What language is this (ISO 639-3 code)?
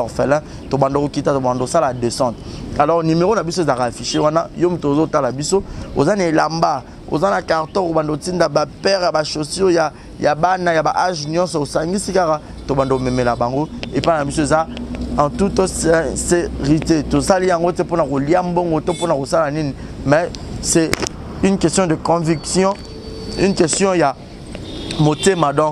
lin